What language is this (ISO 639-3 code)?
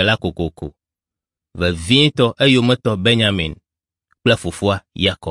ewe